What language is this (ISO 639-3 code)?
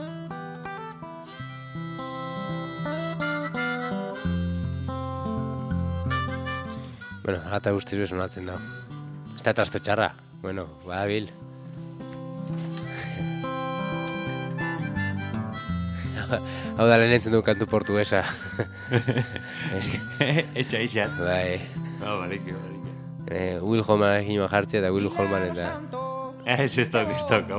eus